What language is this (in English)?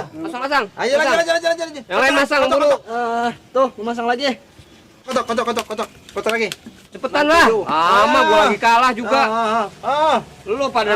Betawi